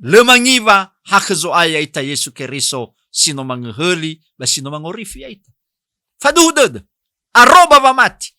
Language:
Nias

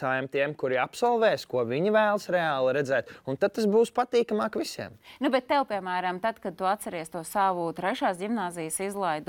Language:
Latvian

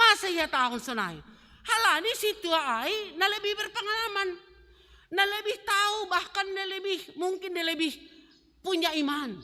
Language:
Batak Simalungun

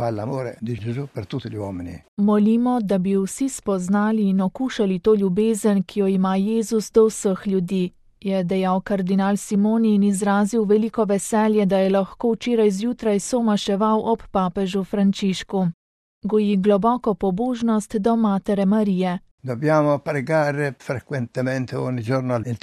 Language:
Slovenian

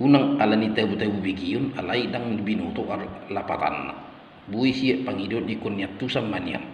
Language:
Batak Toba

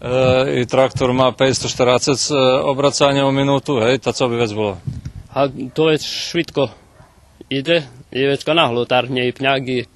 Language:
Rusyn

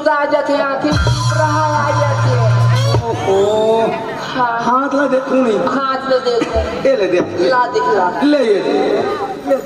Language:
Chhattisgarhi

